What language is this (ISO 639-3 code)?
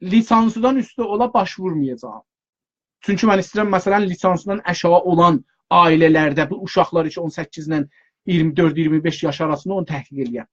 azb